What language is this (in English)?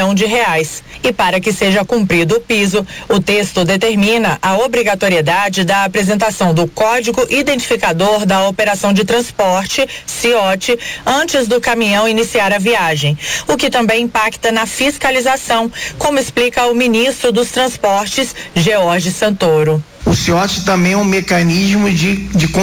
Portuguese